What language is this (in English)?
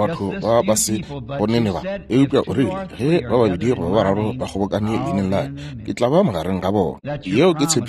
Northern Sotho